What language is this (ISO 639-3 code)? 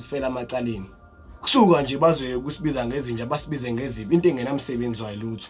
zul